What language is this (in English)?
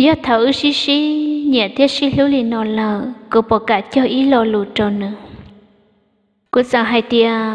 Vietnamese